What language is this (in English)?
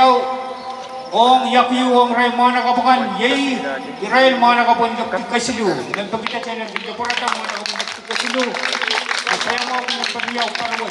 Pohnpeian